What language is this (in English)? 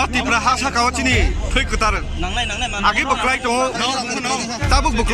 Kok Borok